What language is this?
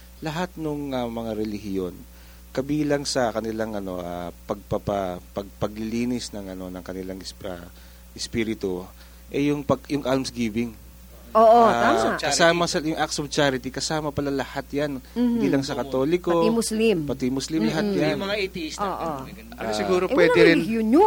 Filipino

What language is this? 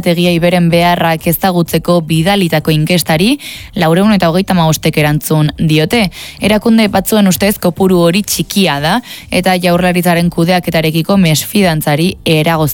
Basque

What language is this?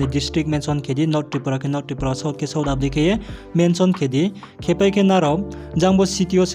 Riang (India)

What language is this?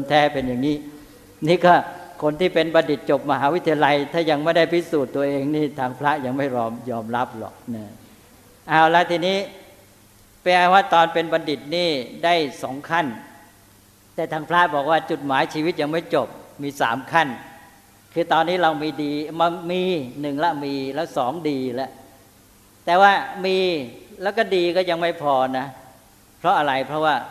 Thai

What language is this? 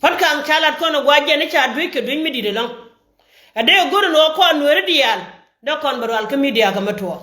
Nuer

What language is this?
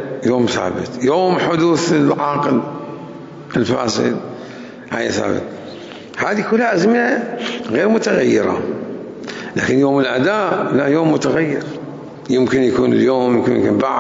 Mesopotamian Arabic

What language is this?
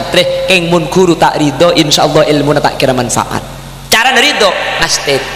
Madurese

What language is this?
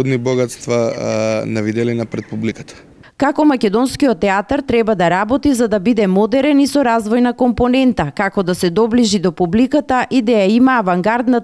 Macedonian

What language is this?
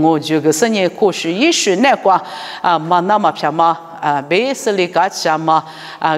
Lisu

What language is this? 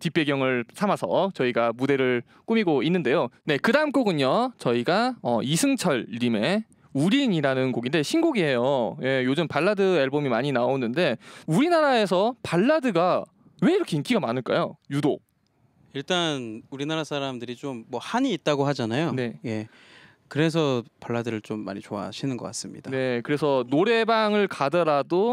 Korean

